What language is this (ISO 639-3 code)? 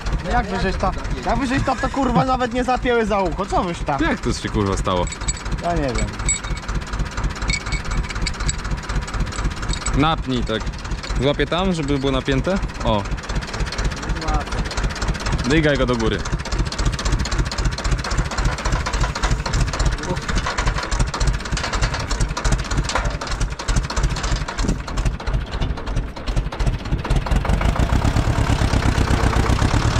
pol